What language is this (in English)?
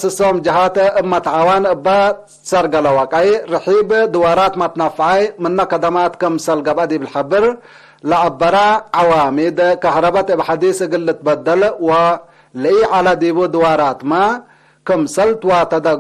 Tigre